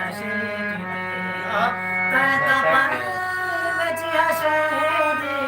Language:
Saraiki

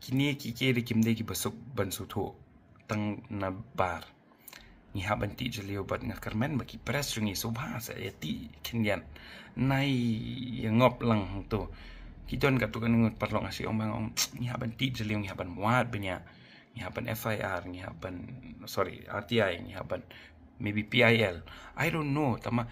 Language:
Khasi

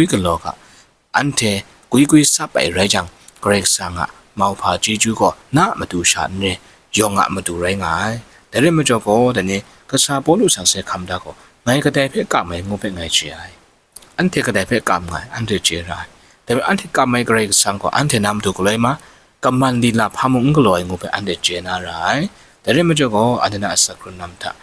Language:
Kachin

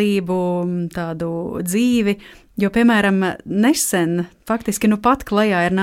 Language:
Latvian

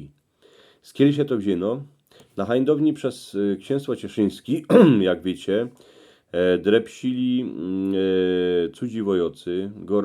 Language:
Silesian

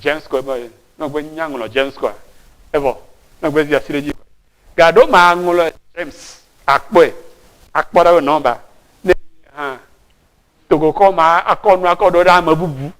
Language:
Ewe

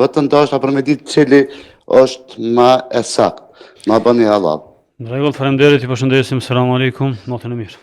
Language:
Albanian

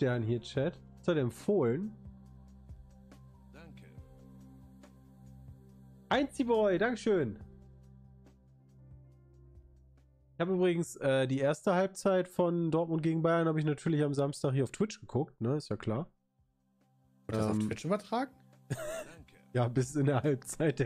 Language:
German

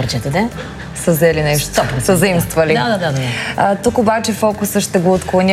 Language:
Bulgarian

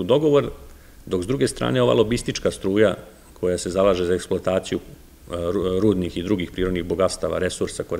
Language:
Serbian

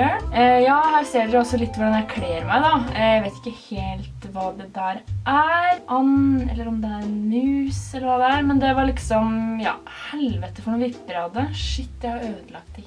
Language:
Norwegian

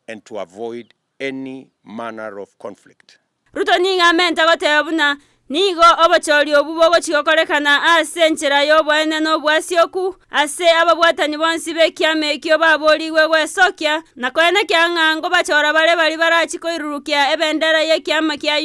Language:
Gusii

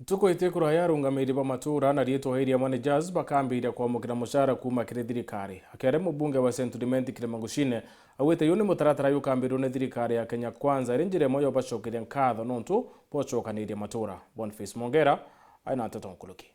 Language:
Meru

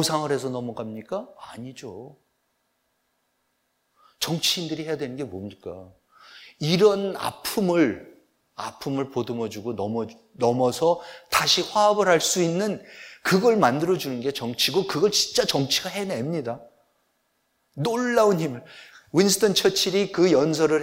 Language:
Korean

